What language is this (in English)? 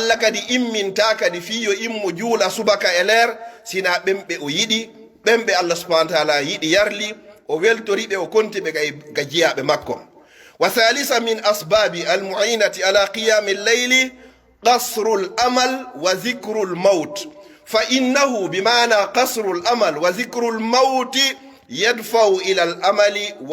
Pular